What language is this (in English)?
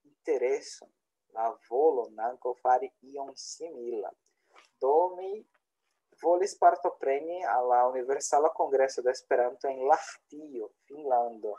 Esperanto